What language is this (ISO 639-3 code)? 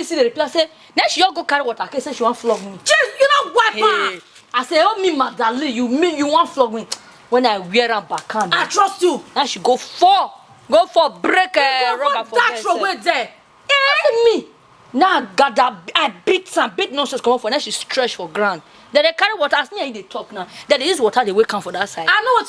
pcm